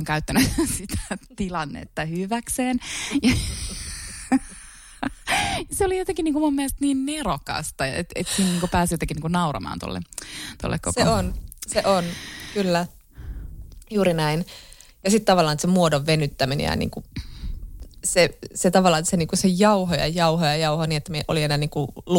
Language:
Finnish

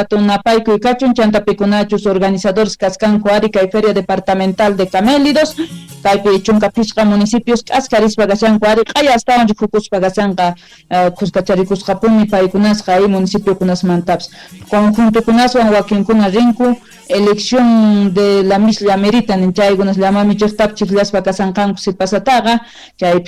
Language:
Quechua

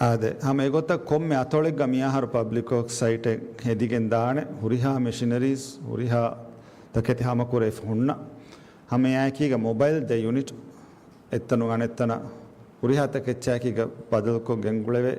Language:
Divehi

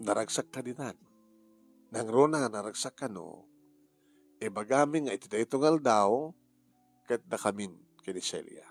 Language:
Iloko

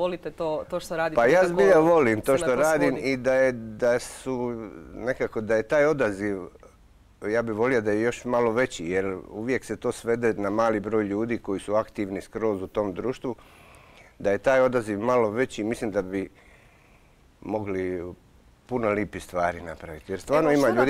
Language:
Croatian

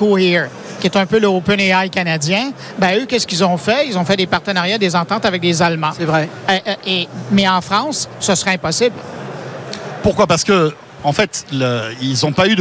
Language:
French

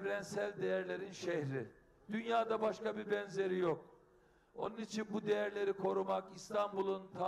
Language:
Turkish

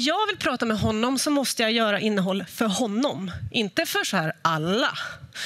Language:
Swedish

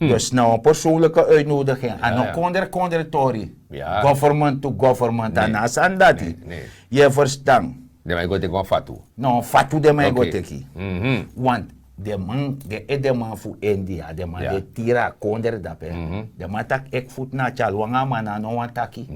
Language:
Sranan Tongo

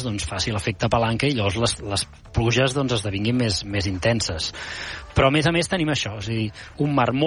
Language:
Catalan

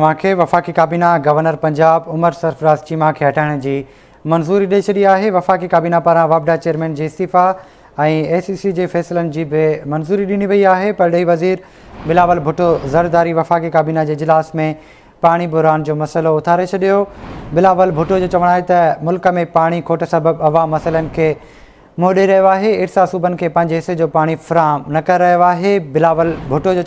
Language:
Sindhi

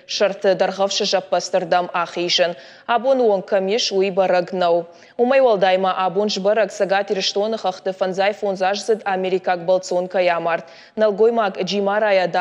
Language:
Ossetic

